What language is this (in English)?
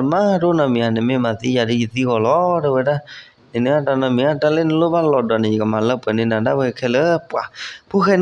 S'gaw Karen